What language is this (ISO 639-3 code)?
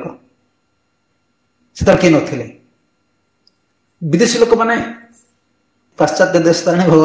ori